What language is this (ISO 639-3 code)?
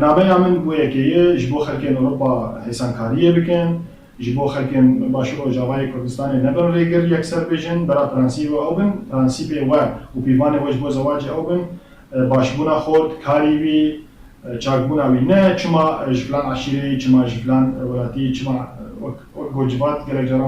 kur